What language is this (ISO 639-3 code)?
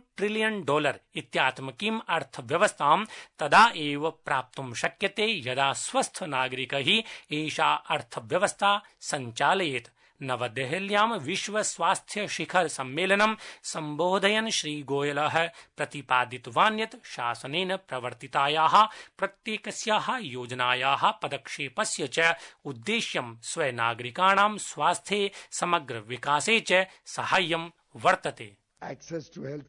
san